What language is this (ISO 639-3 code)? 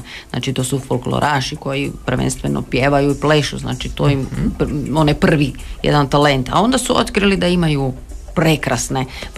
hrv